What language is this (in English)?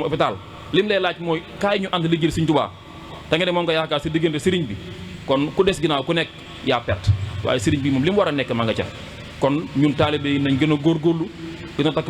Wolof